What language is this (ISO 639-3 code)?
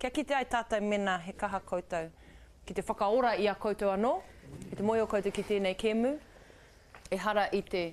mri